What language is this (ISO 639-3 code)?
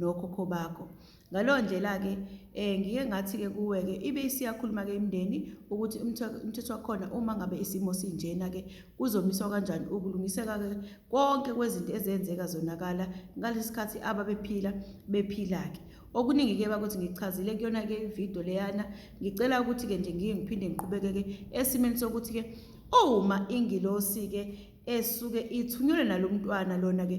zul